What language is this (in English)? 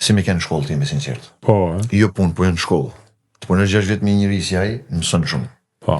Albanian